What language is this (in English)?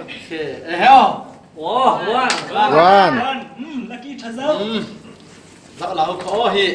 Falam Chin